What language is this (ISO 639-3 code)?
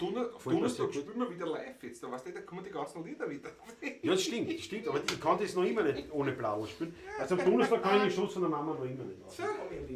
bar